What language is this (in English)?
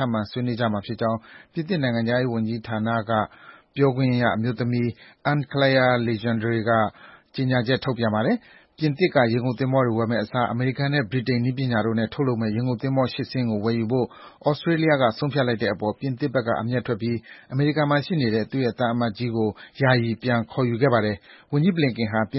Burmese